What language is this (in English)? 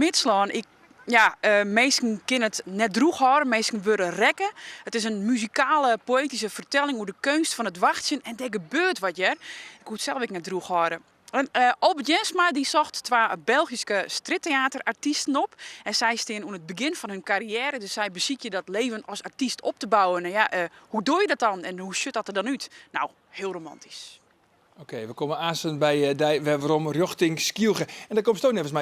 Western Frisian